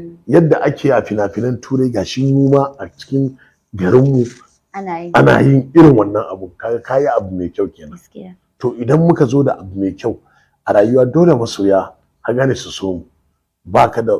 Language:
Hausa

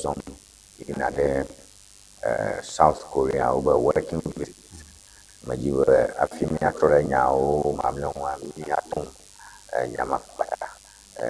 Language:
Ewe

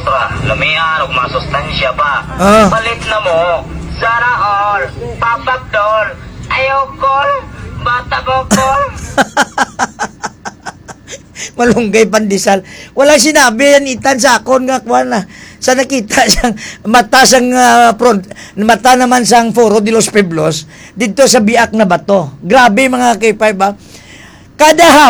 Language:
Hiligaynon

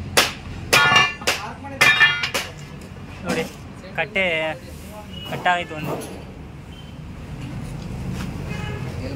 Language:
Kannada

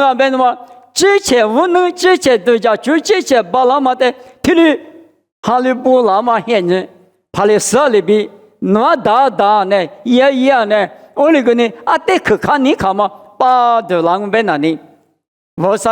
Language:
Lisu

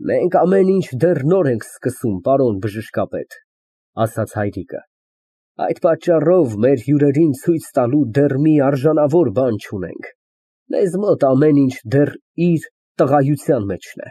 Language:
Armenian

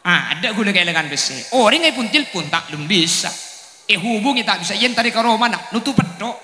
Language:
Madurese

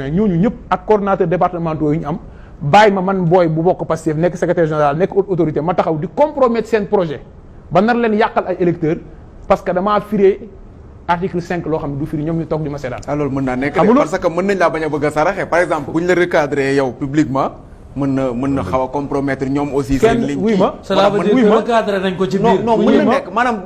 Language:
Wolof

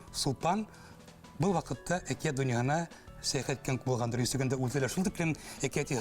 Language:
Bashkir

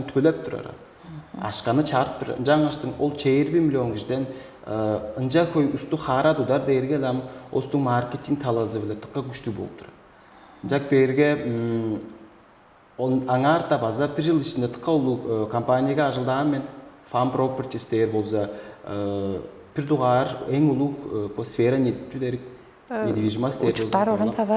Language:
Tuvinian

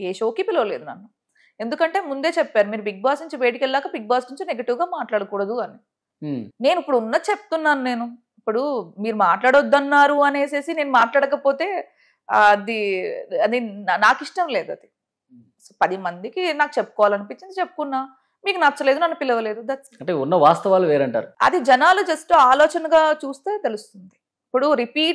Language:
Telugu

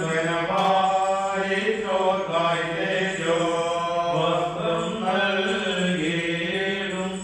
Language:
Malayalam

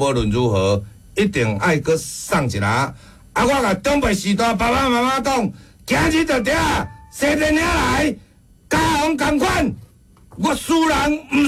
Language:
Min Nan Chinese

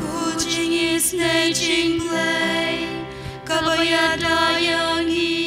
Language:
Khasi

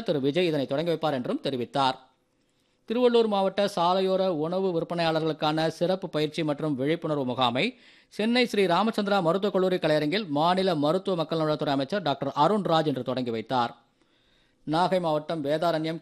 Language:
Tamil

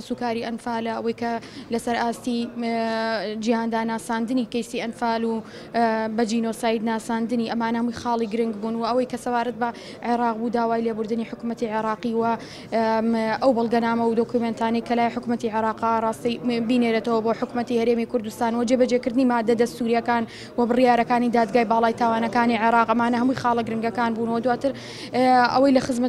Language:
Central Kurdish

